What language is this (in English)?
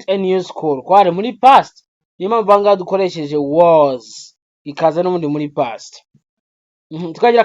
Kinyarwanda